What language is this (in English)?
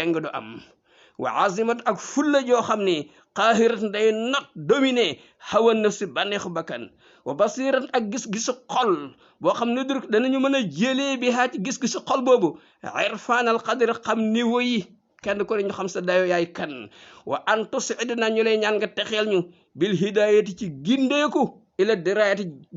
Wolof